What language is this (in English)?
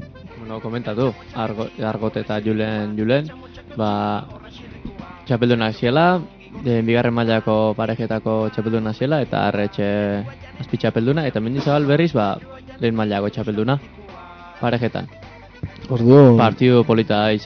Basque